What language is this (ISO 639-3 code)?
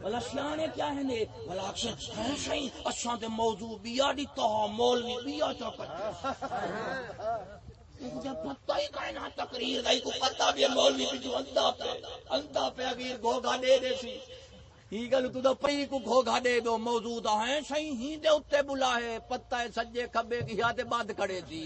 skr